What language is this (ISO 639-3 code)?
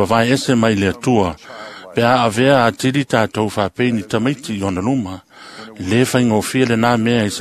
smo